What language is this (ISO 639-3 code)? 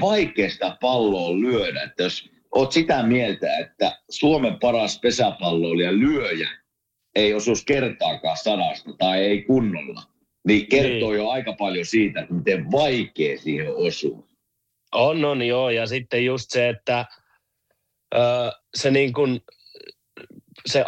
fin